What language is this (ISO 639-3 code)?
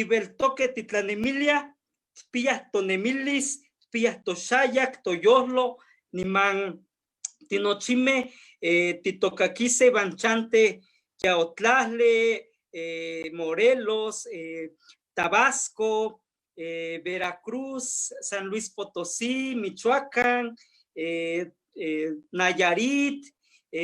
nhe